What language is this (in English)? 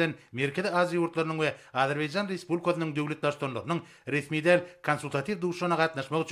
Turkmen